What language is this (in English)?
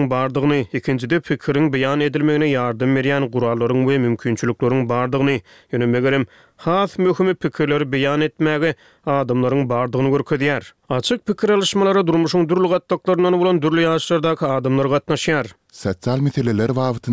Turkmen